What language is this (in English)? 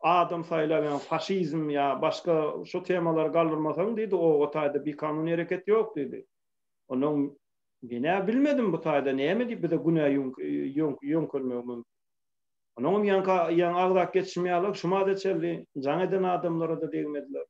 Turkmen